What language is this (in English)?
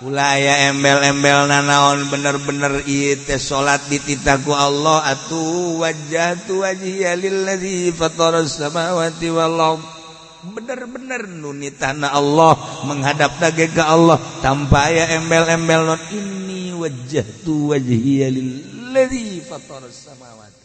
Sundanese